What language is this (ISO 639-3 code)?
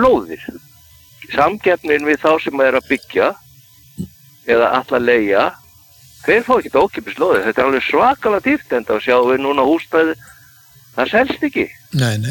isl